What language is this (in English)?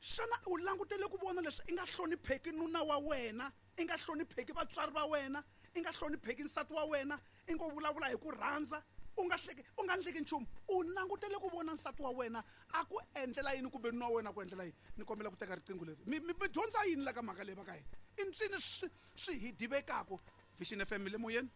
Tsonga